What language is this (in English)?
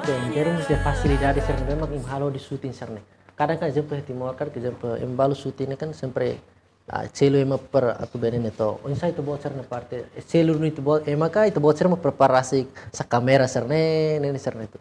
Tetum